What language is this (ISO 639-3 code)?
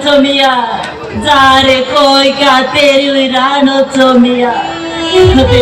sat